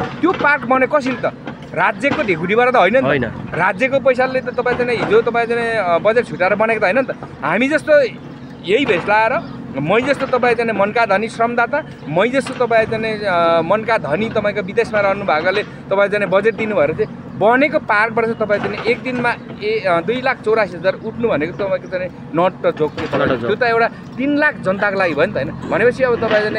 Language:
Nepali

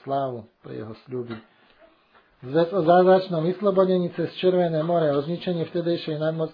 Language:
Slovak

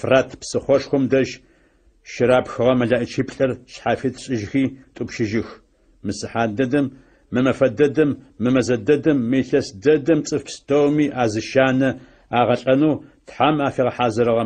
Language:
Adyghe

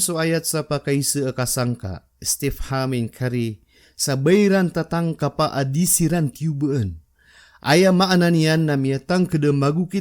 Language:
Maranao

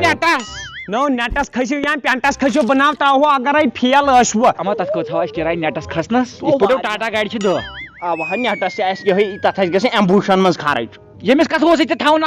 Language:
Kashmiri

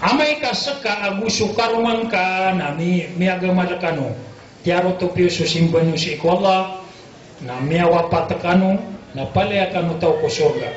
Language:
Maranao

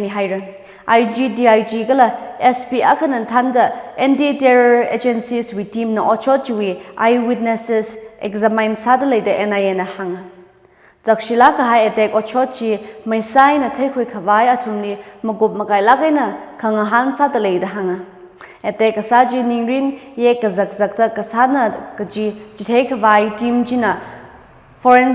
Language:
Tangkhul Naga (India)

